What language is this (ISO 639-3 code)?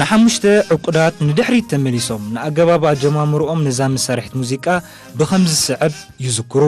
tir